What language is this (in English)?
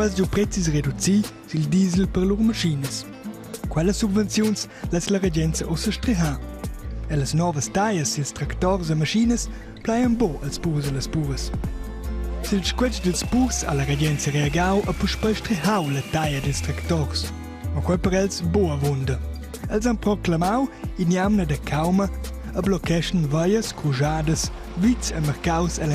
Romansh